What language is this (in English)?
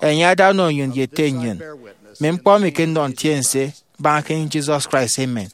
Efik